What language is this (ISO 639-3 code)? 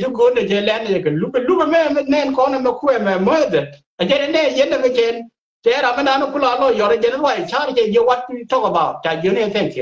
nus